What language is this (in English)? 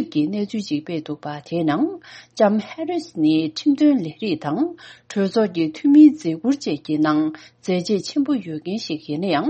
Tibetan